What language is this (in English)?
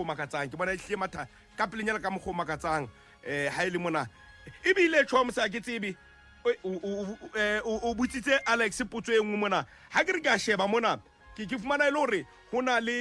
Southern Sotho